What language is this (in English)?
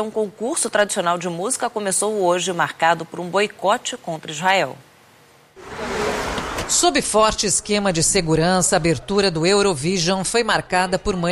Portuguese